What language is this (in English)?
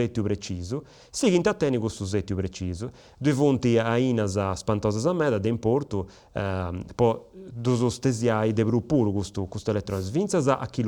Sardinian